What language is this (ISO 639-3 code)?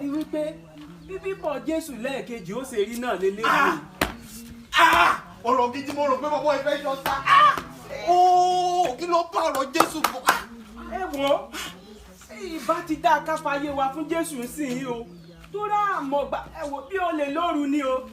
yor